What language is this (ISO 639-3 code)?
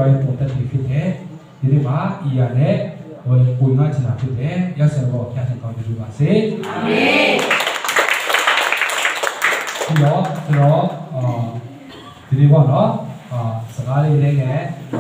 mya